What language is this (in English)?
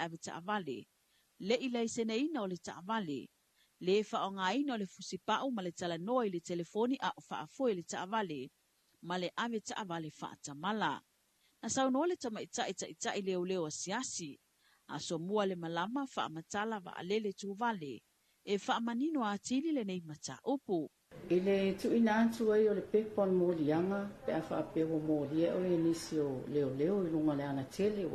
Samoan